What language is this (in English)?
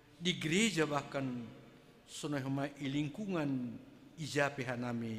Batak Simalungun